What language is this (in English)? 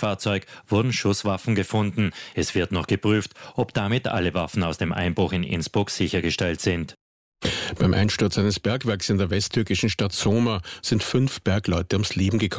German